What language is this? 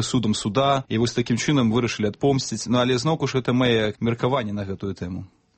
Belarusian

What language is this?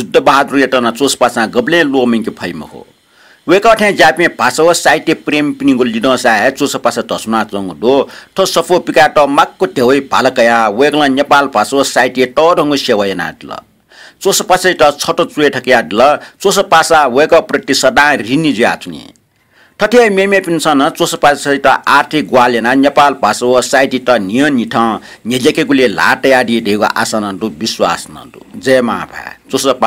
Newari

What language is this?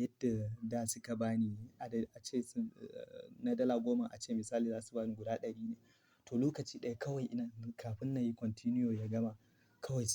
Hausa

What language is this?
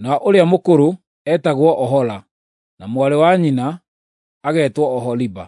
Kikuyu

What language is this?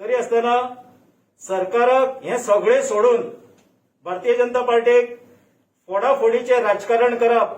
Konkani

